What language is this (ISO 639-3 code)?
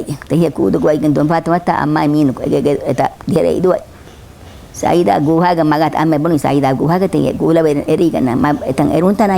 div